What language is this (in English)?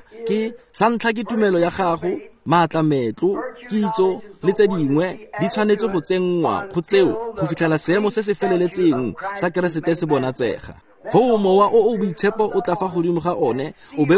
Tswana